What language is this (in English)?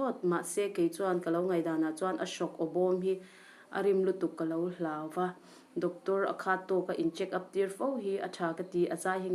Mizo